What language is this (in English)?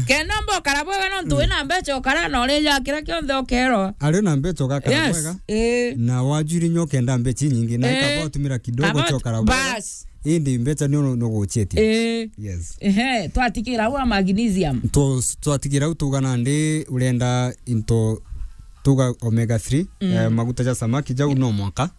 Meru